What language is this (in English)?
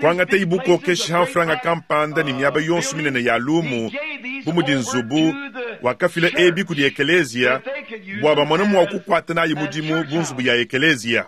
Luba-Lulua